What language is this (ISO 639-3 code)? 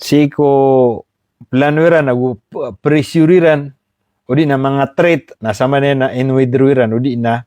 mrw